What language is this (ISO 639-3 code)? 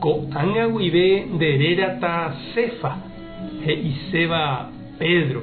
grn